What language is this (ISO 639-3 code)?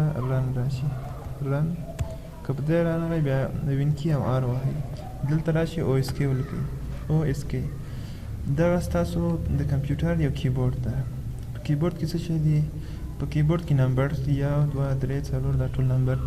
pus